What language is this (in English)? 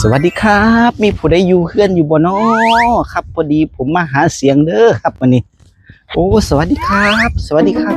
Northeastern Thai